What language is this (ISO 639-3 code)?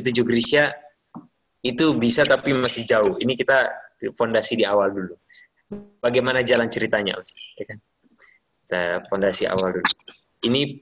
ind